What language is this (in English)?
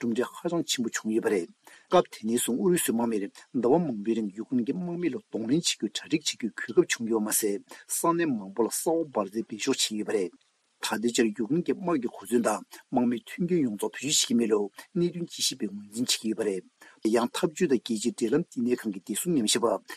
Tibetan